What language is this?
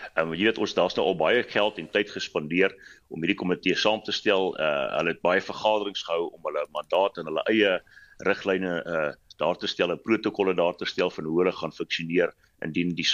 Afrikaans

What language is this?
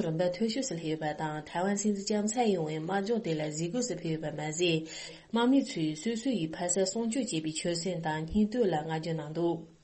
Tibetan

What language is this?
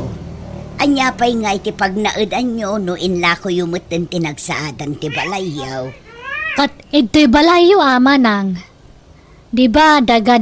Iloko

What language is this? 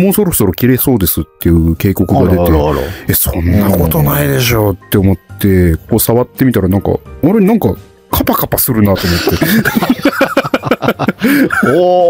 Japanese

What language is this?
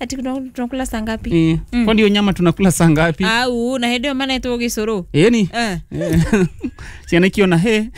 Kikuyu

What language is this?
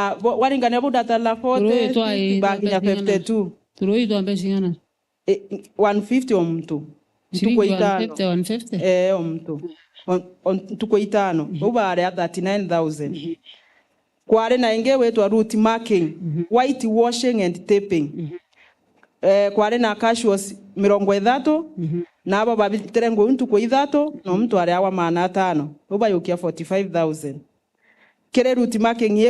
Meru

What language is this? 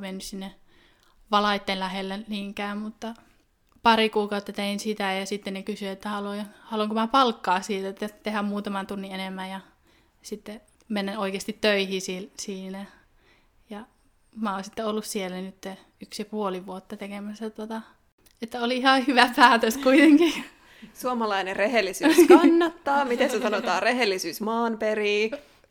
Finnish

